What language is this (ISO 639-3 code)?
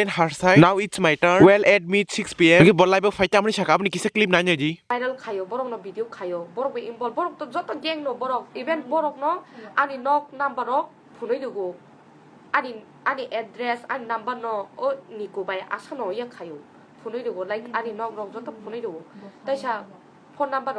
trp